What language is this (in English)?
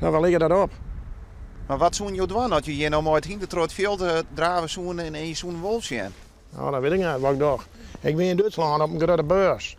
Western Frisian